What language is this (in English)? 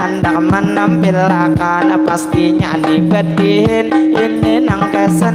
Banjar